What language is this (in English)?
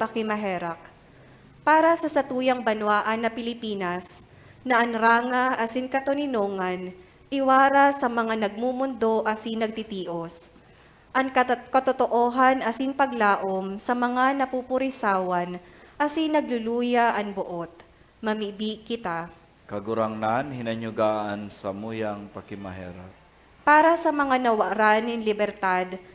Bikol